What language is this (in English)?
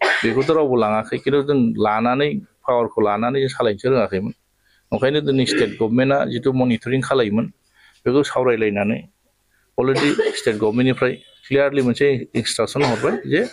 Bodo